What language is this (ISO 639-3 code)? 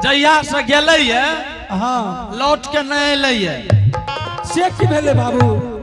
anp